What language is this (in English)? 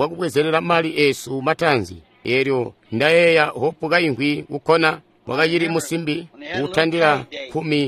Tonga (Zambia)